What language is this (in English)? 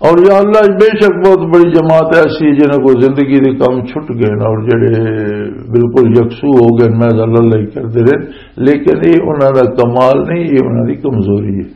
Western Panjabi